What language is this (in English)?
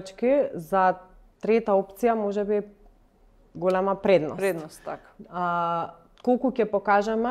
Macedonian